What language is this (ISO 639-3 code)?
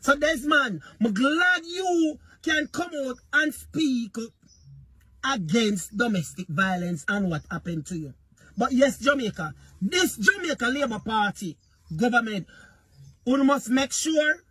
jam